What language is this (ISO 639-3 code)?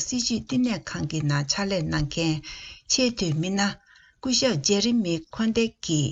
bod